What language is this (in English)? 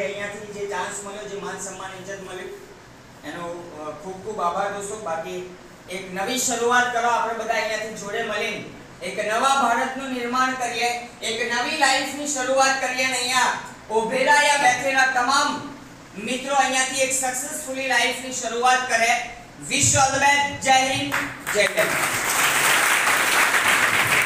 Gujarati